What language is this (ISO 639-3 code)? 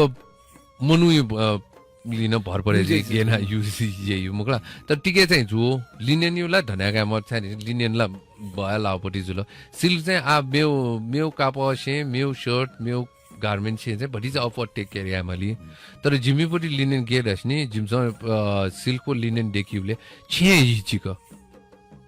new